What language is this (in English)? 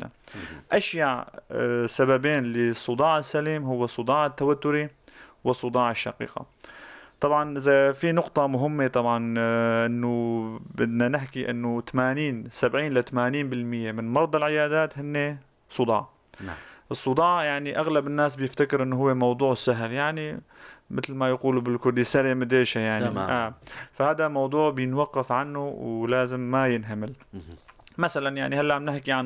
North Levantine Arabic